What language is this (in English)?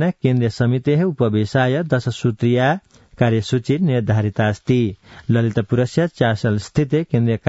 Sanskrit